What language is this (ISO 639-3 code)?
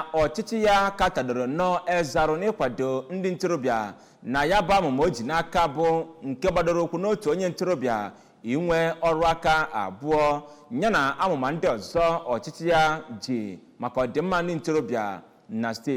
ibo